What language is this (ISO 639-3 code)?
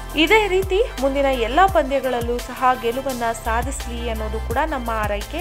kan